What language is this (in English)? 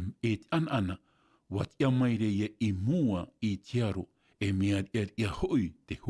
Tahitian